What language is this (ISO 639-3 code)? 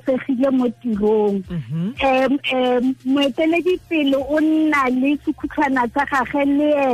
tsn